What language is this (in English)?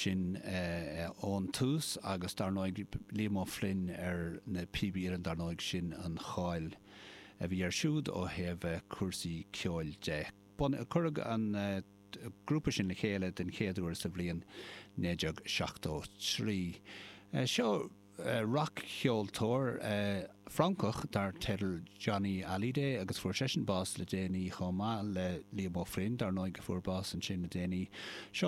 Irish